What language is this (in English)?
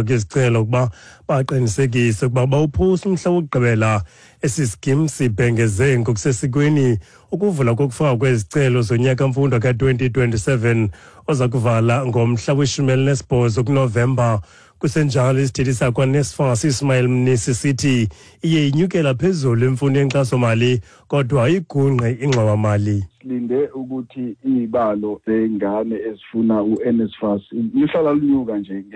Xhosa